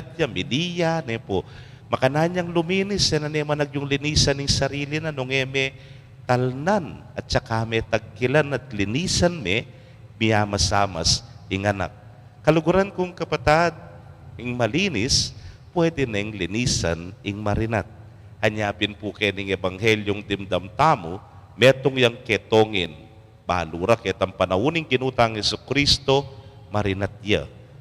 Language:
Pampanga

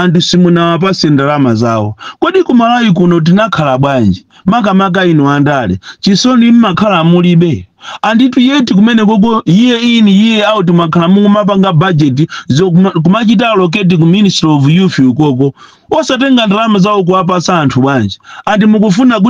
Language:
Nyanja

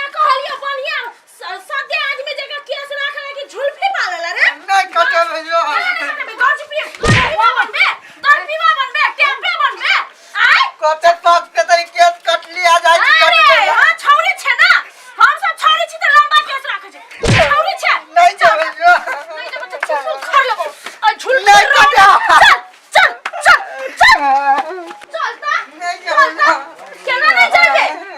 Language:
Maithili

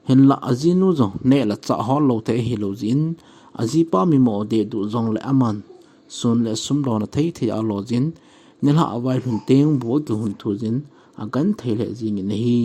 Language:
Thado Chin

